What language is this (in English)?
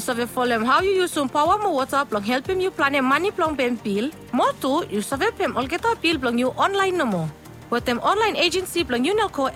Bislama